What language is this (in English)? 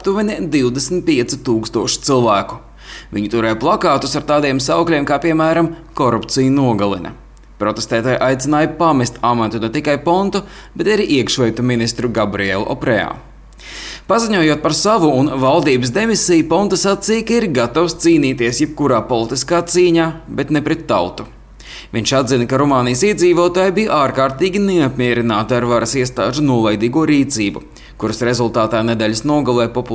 Latvian